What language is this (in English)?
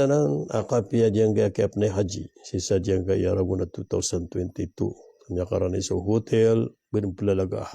Maranao